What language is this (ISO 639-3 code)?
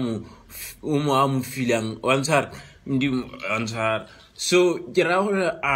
tsn